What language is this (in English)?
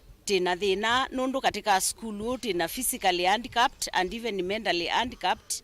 Kamba